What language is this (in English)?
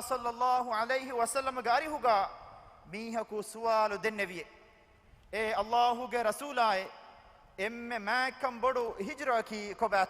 Divehi